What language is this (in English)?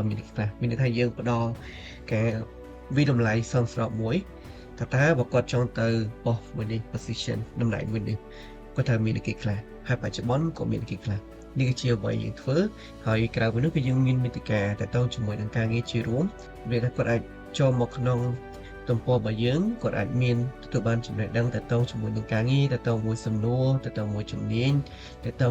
Khmer